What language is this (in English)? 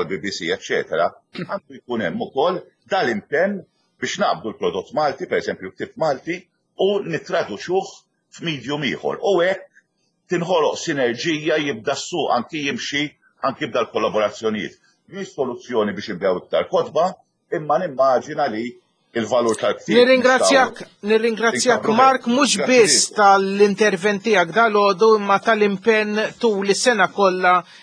Maltese